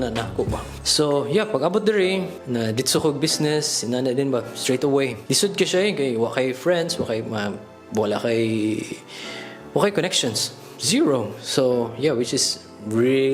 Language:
Cebuano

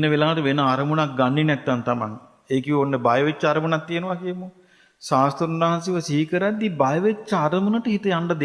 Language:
Sinhala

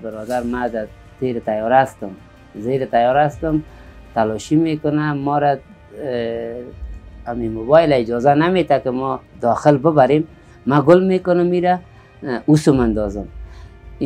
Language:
Persian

